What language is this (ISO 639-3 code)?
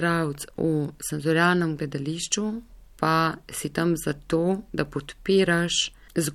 slv